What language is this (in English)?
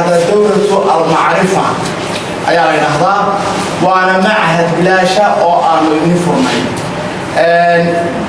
Somali